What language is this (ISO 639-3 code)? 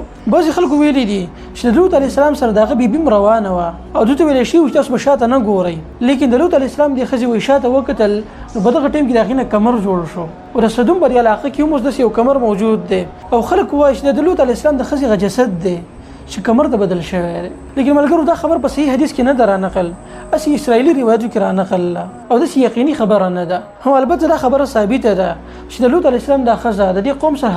pus